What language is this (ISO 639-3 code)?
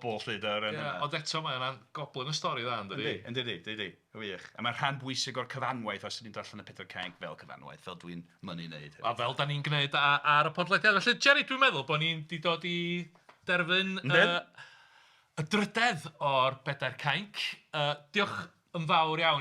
cym